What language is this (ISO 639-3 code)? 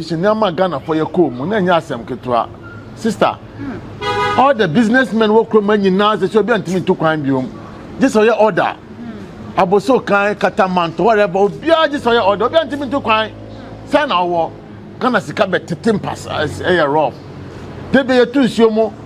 aka